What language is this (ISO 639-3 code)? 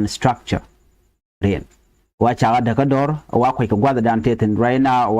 nus